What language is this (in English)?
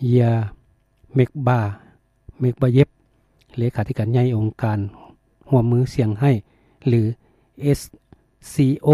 Lao